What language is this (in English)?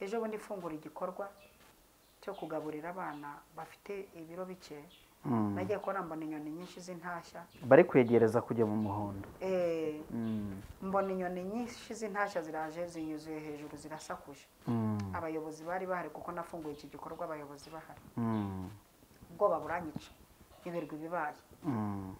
Kinyarwanda